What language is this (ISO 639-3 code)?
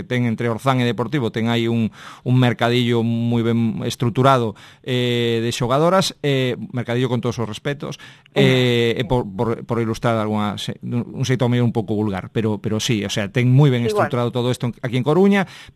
glg